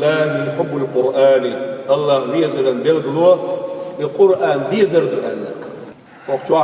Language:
Chechen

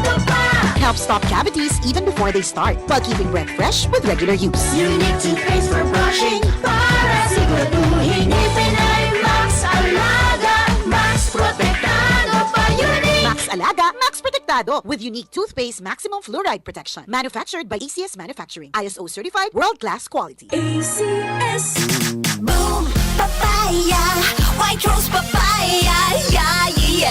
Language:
Bikol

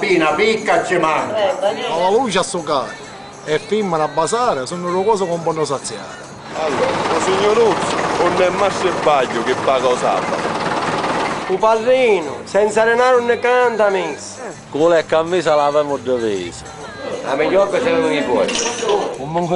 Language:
Sicilian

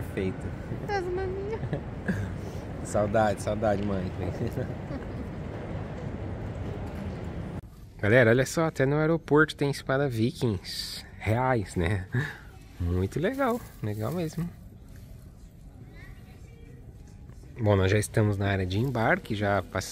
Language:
Portuguese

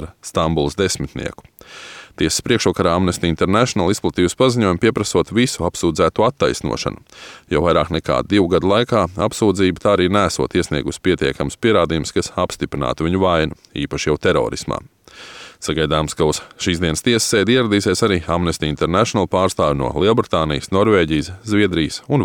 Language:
Latvian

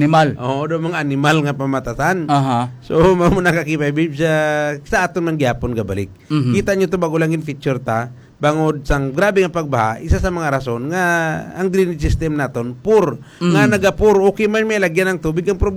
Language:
Hiligaynon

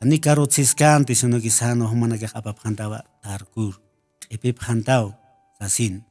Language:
Aymara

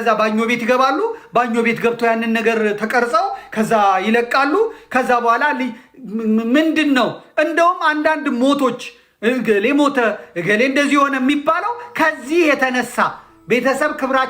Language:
Amharic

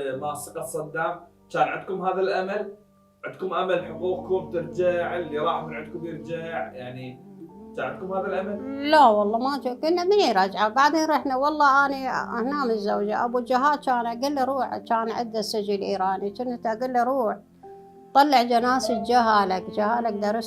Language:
Mesopotamian Arabic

